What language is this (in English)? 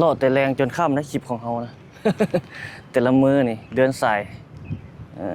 Lao